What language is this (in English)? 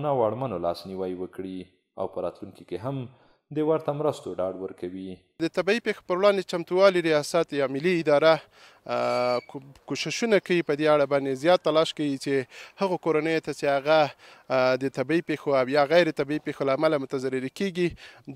Pashto